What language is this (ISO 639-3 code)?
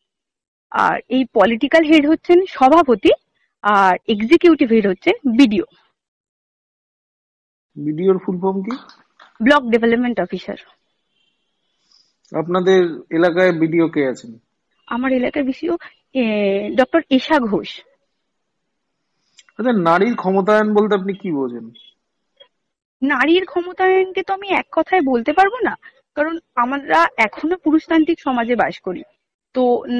ben